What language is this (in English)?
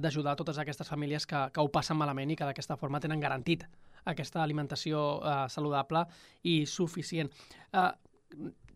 Catalan